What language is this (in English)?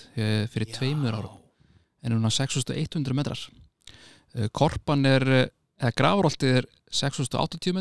Icelandic